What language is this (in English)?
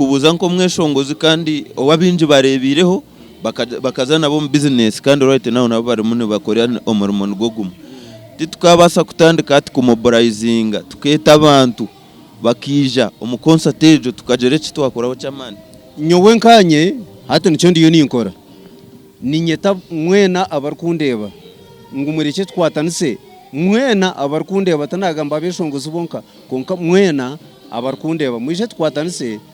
Nyankole